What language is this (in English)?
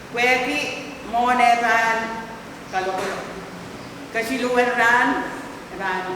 Pohnpeian